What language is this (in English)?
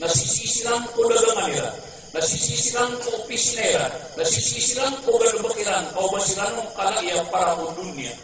Maranao